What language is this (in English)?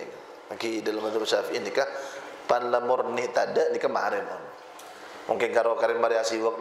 Madurese